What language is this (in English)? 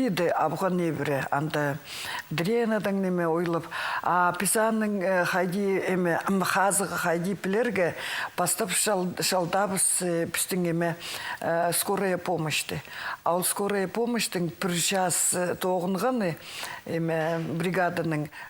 Khakas